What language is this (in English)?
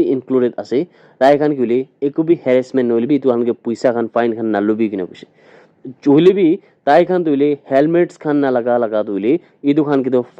Naga Pidgin